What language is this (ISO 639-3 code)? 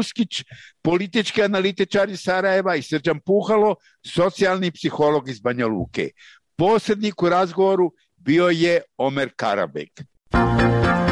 bos